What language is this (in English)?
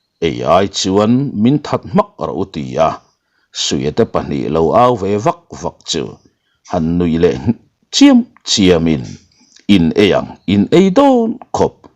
Mizo